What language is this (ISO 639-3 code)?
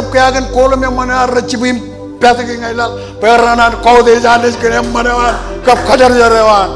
mah